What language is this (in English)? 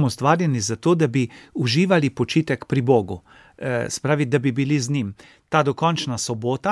Slovenian